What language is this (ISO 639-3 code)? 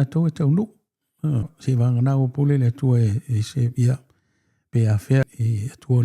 smo